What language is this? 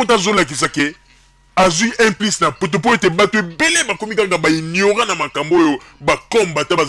Lingala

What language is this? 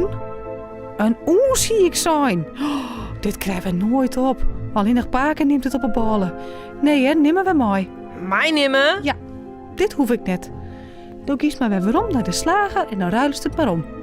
Western Frisian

